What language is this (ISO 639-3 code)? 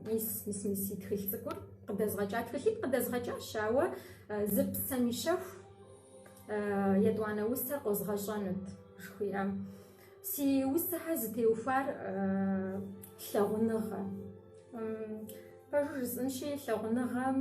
kbd